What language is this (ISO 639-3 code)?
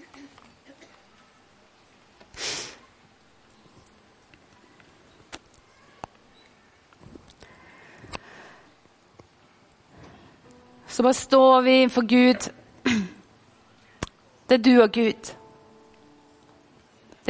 nor